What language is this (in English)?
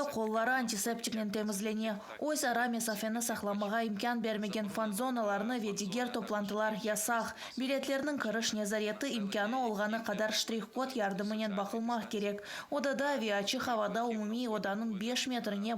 Crimean Tatar